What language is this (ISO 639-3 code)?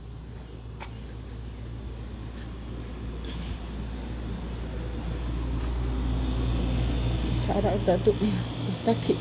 ksw